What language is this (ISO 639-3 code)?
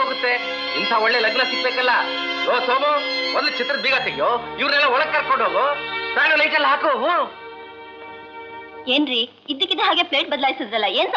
kan